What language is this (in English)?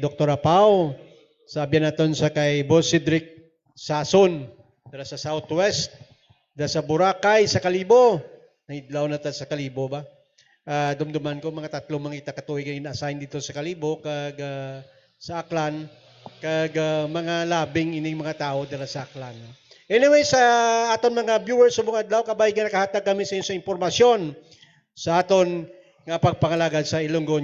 Hiligaynon